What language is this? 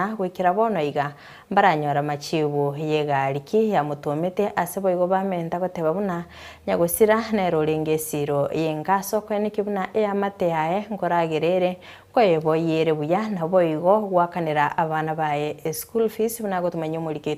Gusii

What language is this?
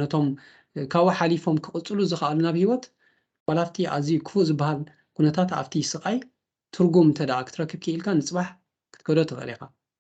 Tigrinya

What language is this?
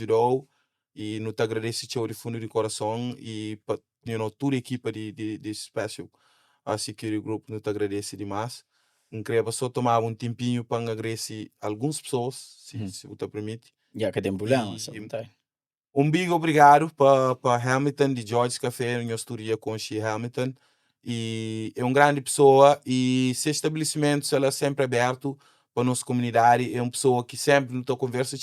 Kabuverdianu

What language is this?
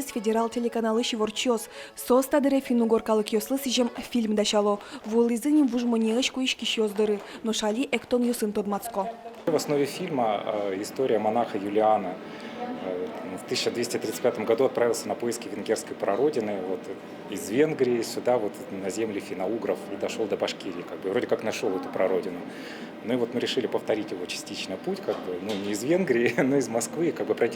Udmurt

